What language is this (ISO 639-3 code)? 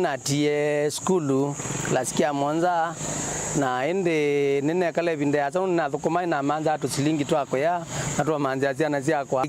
kam